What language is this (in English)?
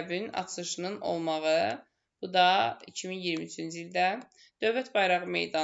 Azerbaijani